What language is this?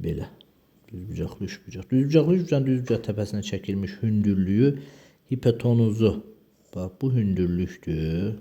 Azerbaijani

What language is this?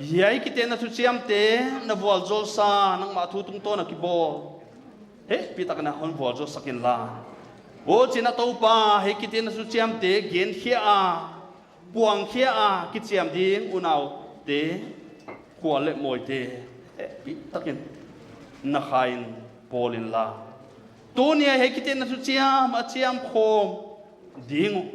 Paite Chin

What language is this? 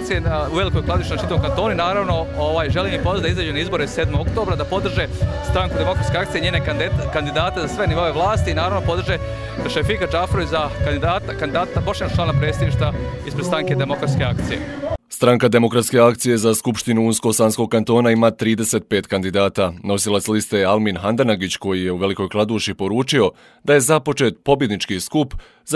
Bosnian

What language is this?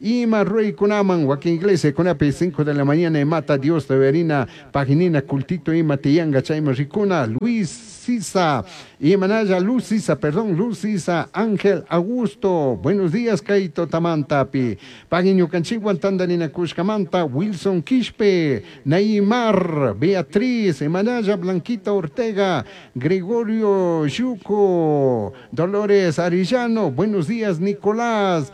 Chimborazo Highland Quichua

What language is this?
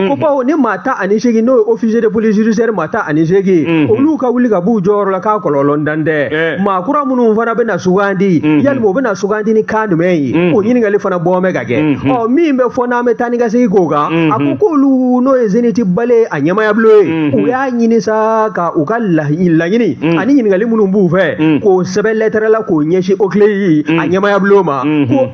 Bambara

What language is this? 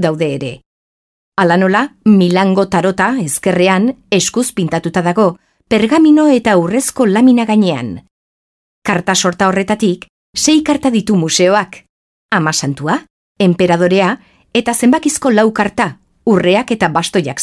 Basque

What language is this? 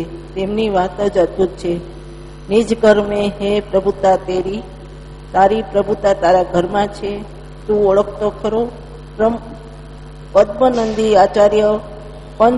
Gujarati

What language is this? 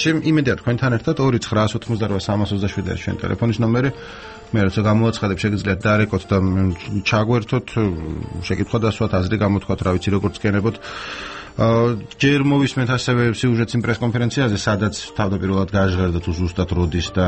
Georgian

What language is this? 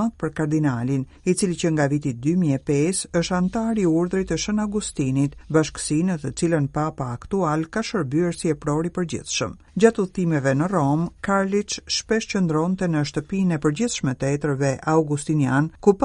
Albanian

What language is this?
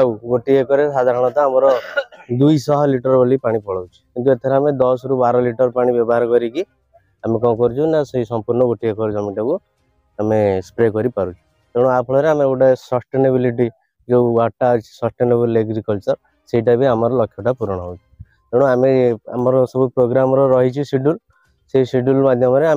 Odia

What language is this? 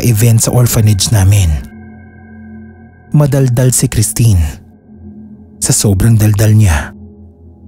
Filipino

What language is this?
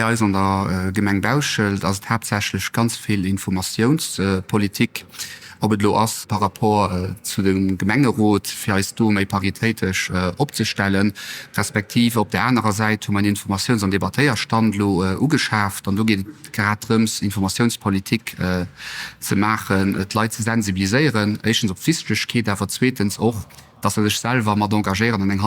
Luxembourgish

